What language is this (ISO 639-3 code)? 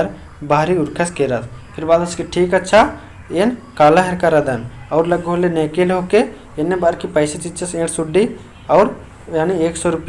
kru